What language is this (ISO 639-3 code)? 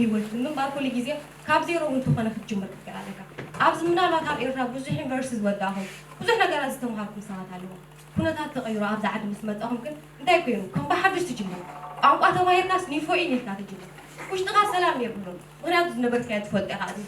tir